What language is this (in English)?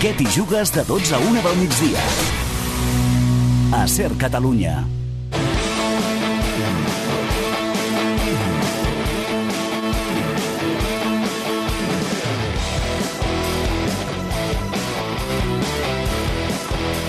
Catalan